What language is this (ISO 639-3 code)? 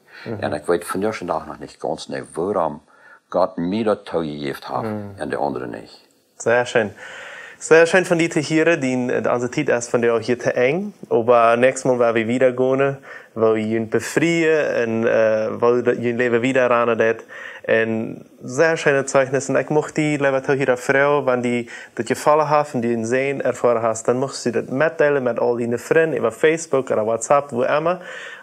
pdt